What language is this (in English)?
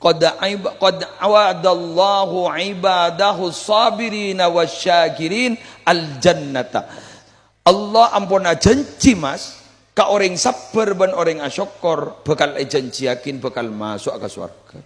Madurese